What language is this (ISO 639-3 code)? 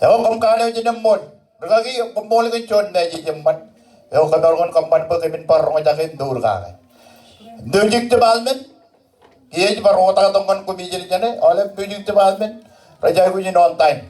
mah